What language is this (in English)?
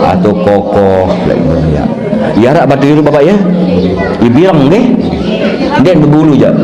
Sasak